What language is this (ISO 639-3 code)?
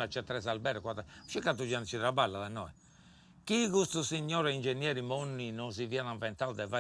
srd